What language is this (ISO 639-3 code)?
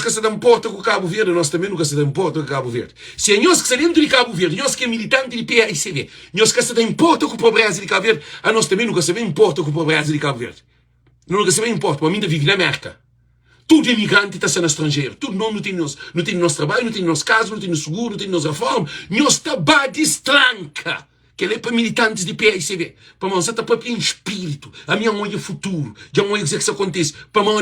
kea